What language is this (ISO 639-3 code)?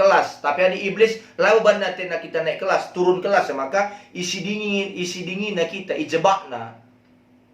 btx